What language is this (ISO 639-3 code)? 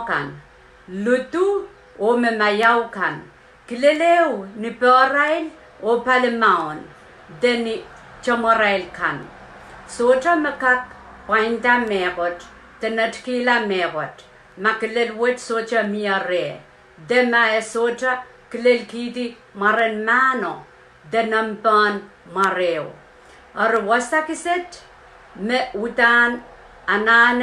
pon